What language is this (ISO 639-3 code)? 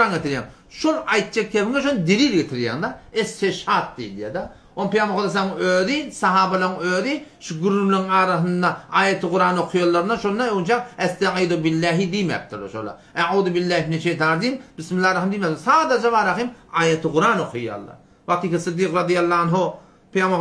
tuk